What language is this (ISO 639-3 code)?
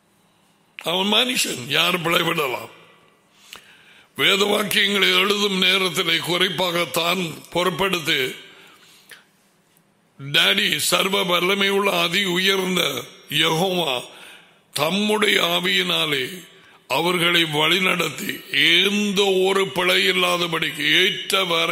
tam